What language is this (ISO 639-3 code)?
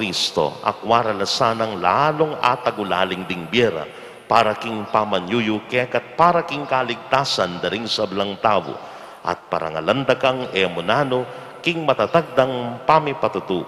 pam